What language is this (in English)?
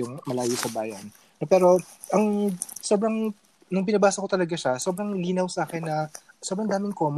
Filipino